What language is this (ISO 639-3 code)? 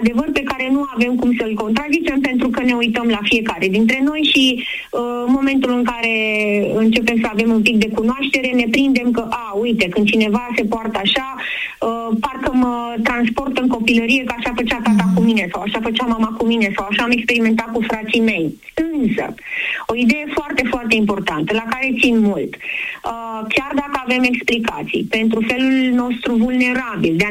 ron